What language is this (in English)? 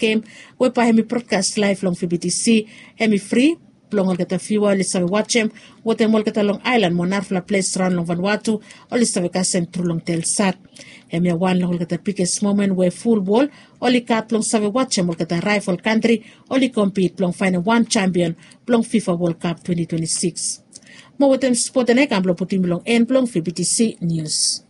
Bislama